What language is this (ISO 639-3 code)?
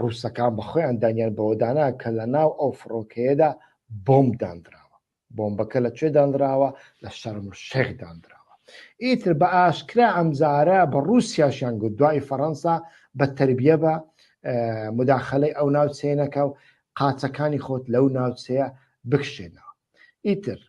ckb